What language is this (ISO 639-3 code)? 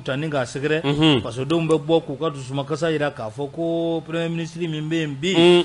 bam